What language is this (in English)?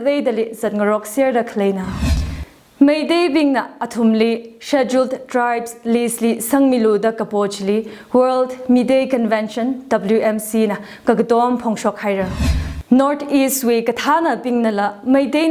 Tangkhul Naga (India)